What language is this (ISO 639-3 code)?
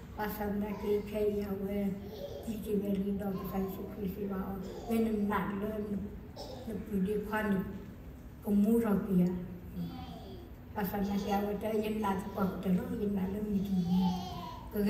ksw